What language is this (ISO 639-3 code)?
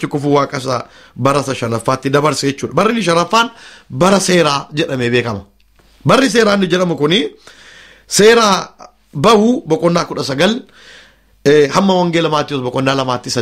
orm